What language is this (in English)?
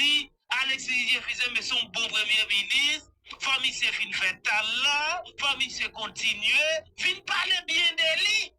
Haitian Creole